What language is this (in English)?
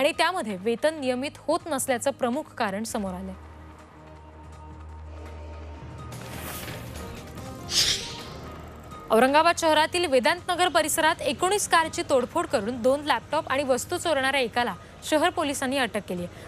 Marathi